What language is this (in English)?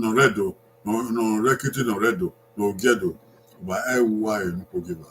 Bini